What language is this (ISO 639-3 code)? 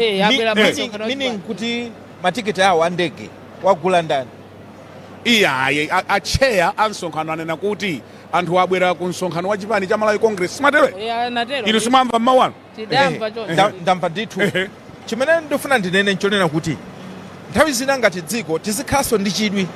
nya